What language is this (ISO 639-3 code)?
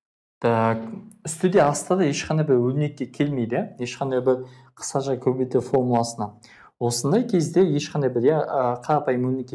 kaz